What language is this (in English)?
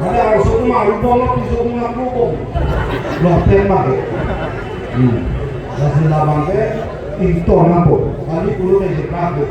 Karbi